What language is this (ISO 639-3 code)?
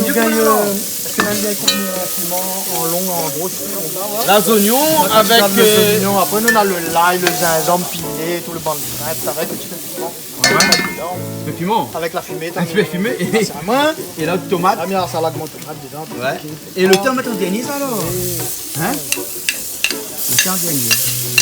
rcf